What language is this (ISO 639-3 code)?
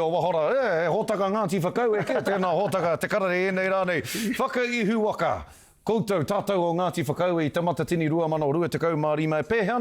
mri